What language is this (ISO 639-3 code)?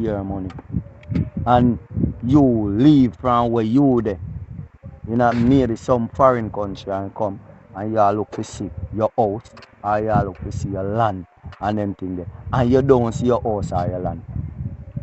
jam